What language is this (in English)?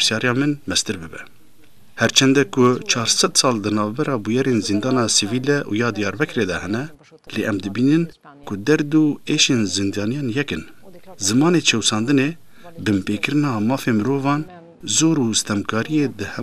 Kurdish